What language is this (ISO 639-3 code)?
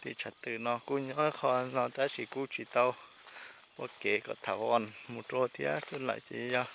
hmn